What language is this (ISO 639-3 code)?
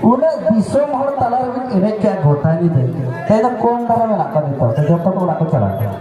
sat